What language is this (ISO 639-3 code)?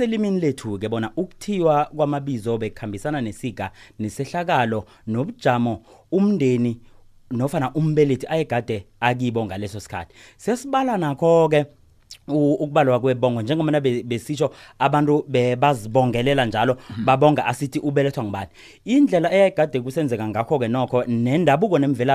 nbl